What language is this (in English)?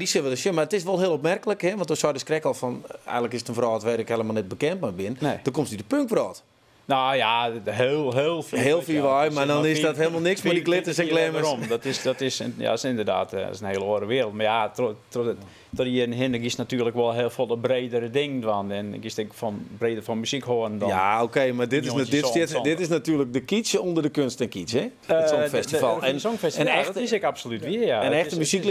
Western Frisian